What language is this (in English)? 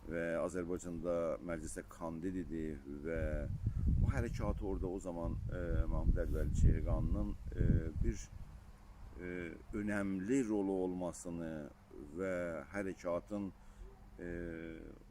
South Azerbaijani